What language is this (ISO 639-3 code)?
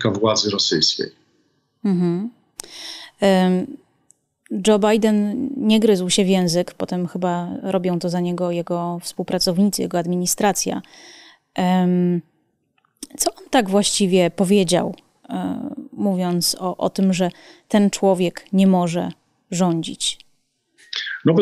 pol